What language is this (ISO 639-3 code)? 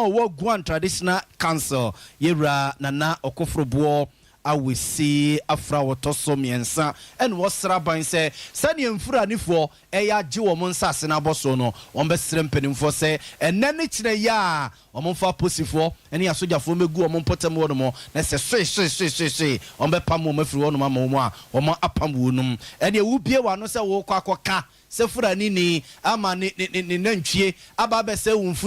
aka